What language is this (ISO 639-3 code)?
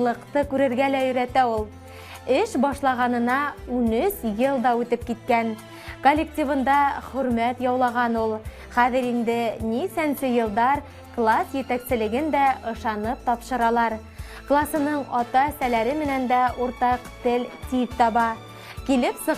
bak